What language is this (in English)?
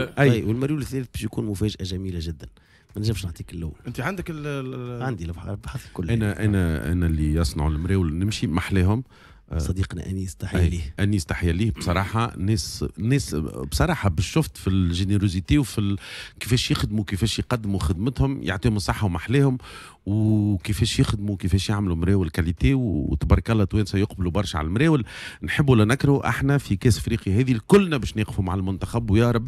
Tunisian Arabic